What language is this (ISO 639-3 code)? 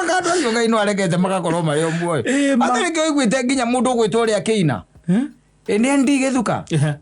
kik